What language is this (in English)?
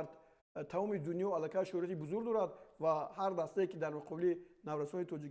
Tajik